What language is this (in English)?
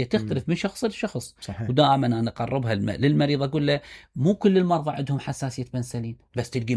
Mesopotamian Arabic